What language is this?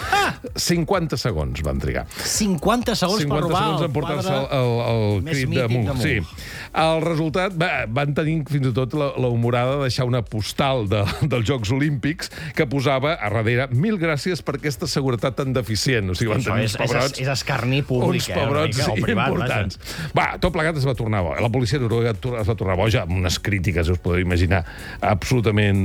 Catalan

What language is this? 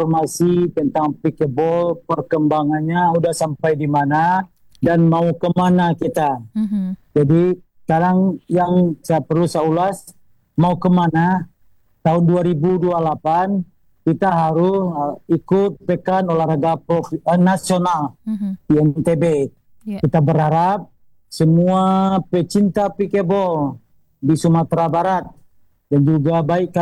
Indonesian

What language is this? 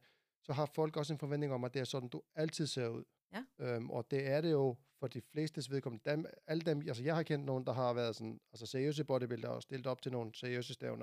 Danish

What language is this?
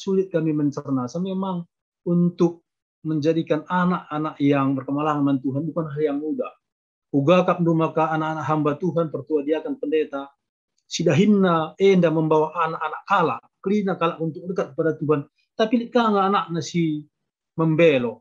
Batak Karo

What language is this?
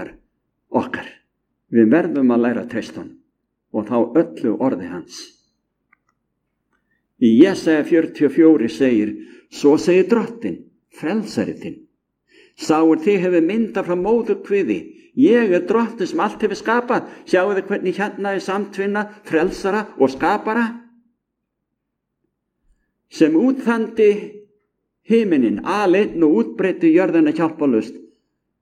Icelandic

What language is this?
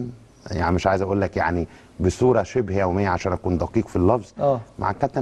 Egyptian Arabic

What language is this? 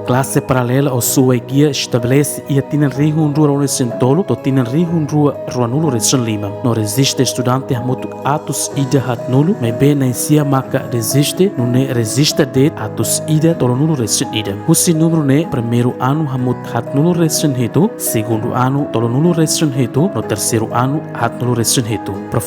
Tetum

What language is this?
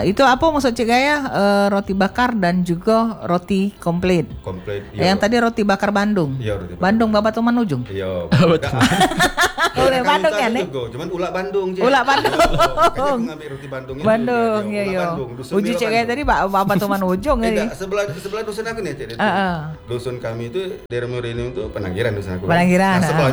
Indonesian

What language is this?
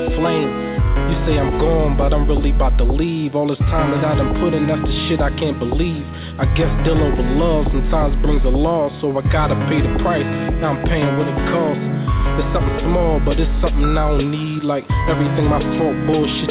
English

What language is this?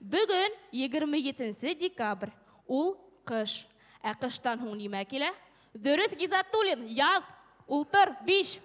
Bashkir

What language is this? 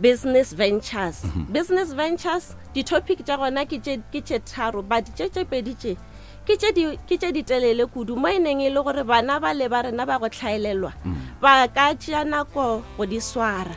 Northern Sotho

